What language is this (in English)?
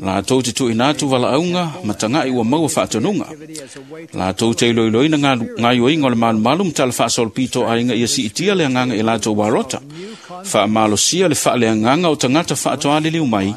Samoan